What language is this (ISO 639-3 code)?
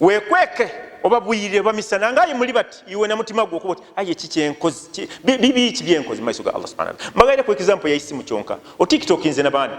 lug